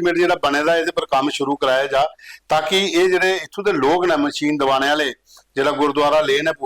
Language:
Dogri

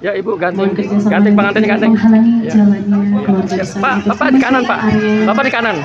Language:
Betawi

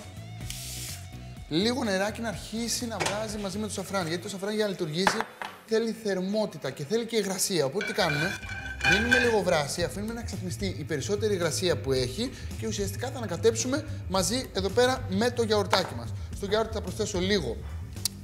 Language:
Greek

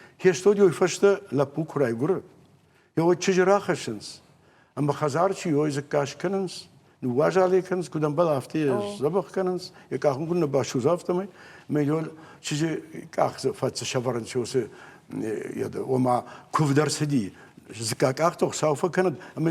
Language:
Ossetic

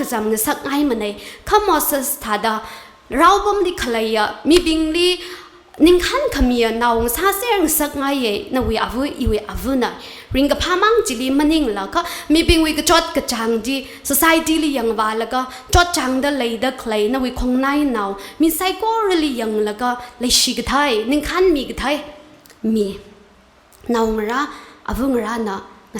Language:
Tangkhul Naga (India)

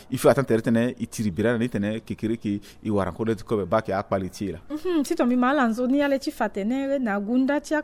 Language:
Sango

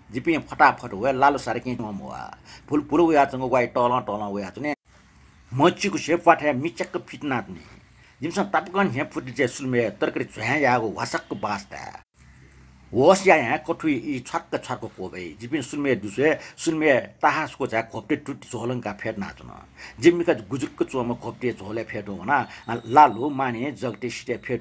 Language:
Newari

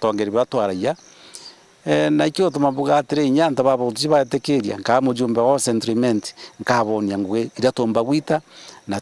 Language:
Meru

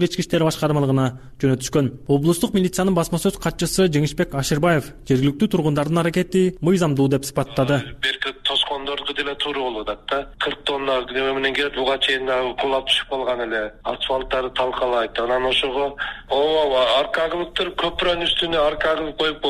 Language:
Kyrgyz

